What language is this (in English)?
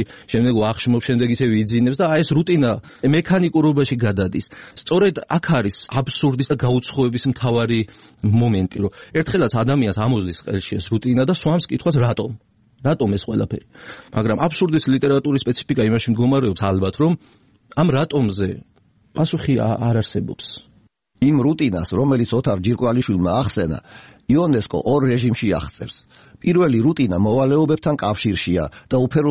Georgian